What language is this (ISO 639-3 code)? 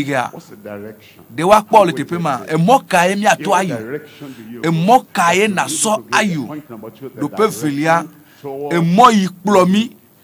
ewe